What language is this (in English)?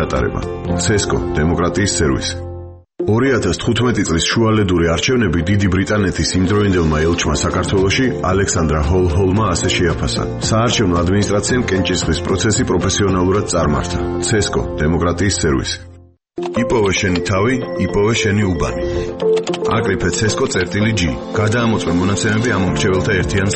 Georgian